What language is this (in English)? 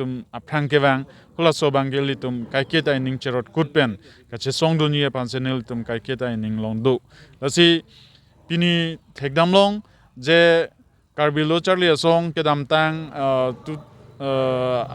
Karbi